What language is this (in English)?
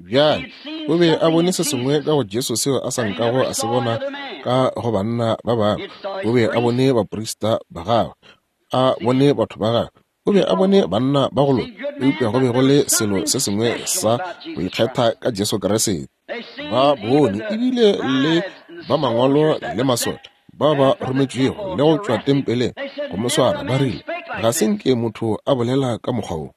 Northern Sotho